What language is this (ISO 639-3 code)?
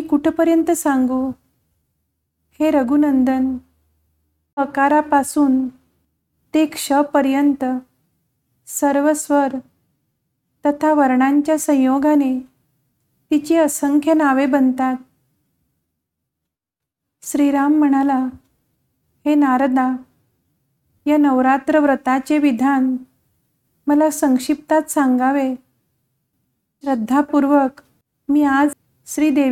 mar